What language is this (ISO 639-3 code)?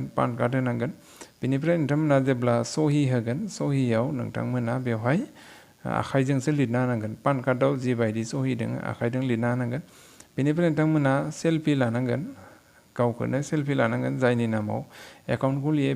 brx